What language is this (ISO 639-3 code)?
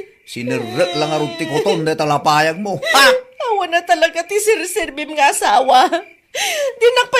ilo